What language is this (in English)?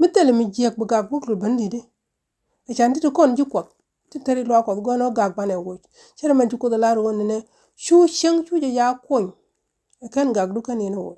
Nuer